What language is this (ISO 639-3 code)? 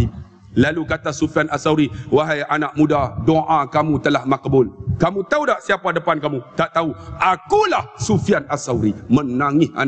msa